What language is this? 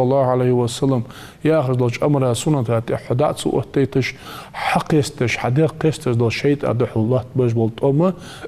Ingush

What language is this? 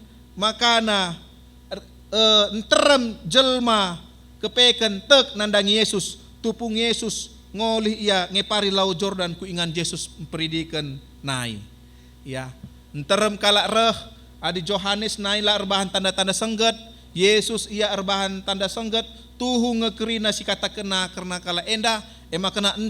Batak Karo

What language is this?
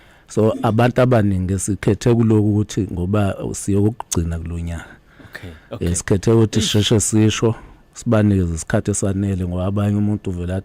Zulu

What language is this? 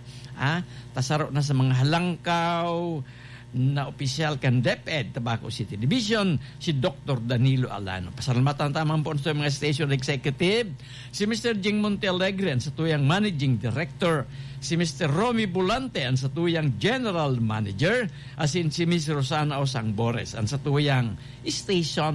Bikol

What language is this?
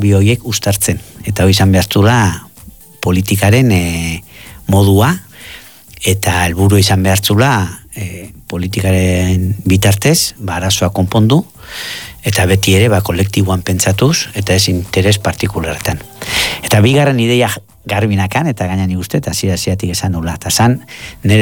Basque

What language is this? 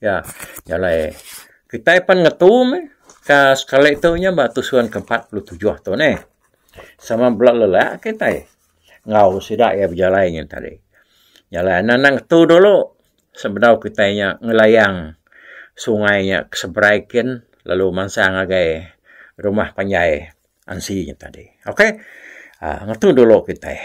Iban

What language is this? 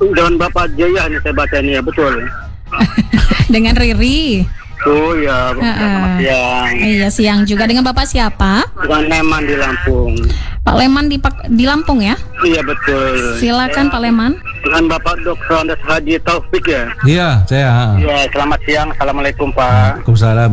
Indonesian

